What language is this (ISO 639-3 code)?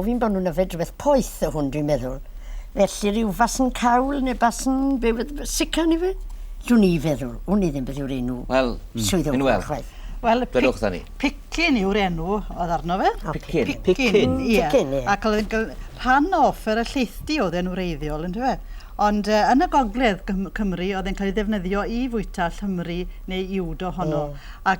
cym